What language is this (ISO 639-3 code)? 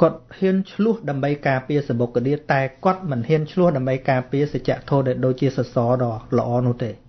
khm